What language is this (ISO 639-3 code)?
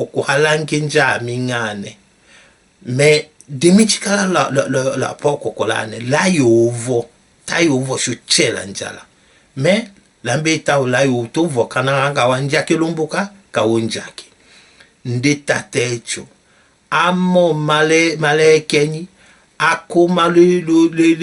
tll